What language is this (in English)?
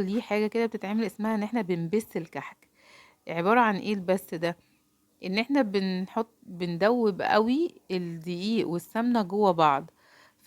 Egyptian Arabic